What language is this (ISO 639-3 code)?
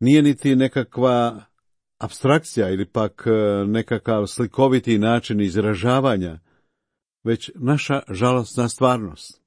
hrv